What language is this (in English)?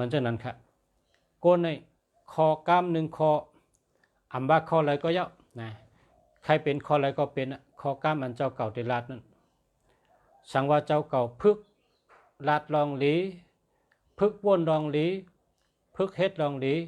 Shan